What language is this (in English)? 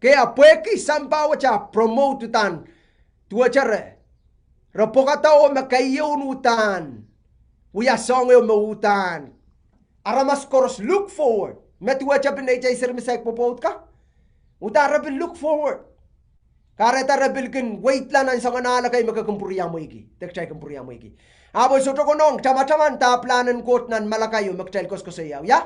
Pohnpeian